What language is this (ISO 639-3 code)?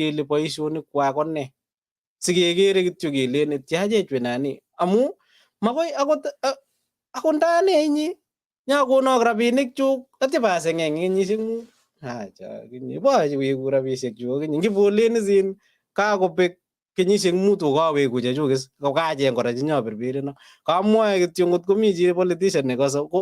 kln